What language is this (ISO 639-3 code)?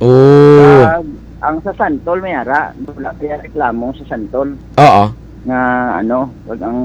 hil